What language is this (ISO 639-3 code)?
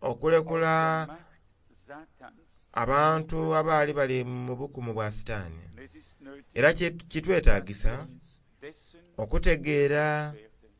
xog